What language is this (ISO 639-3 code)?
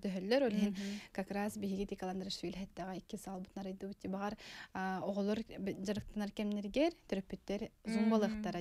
sah